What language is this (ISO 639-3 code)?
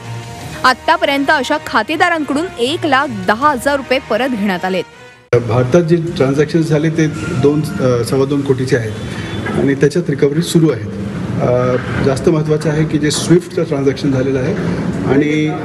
mar